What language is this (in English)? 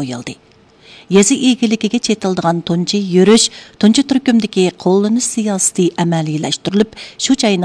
Uyghur